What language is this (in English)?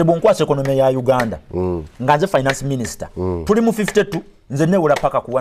Ganda